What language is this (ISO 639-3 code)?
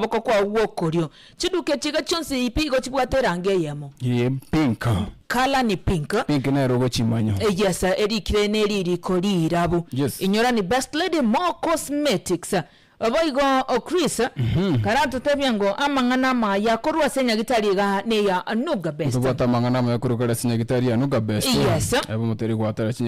guz